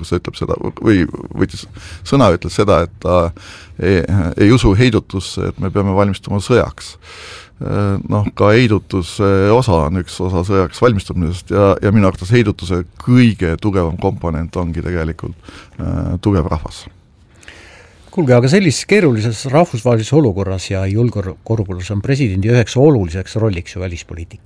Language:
Estonian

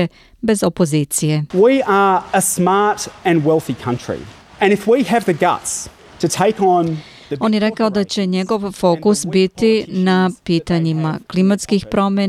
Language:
Serbian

